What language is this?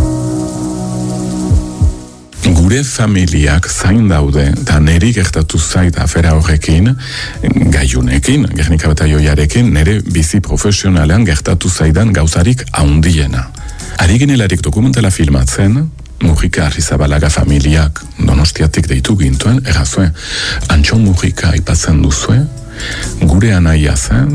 Basque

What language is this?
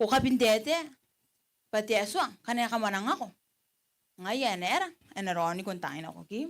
Gilbertese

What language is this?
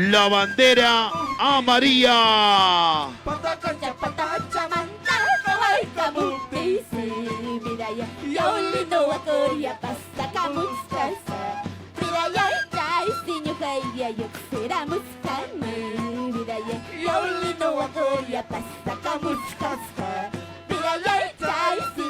Ayacucho Quechua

